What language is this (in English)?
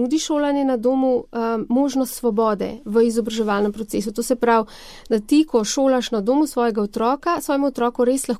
Slovenian